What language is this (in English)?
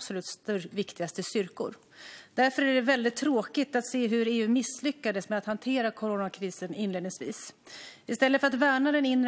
Swedish